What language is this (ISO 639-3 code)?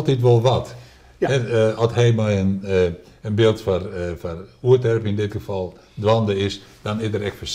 fry